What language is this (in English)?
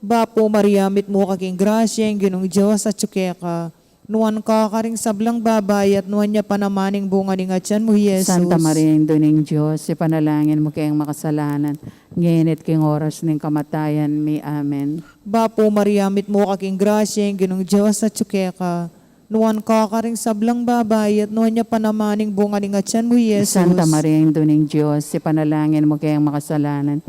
Pampanga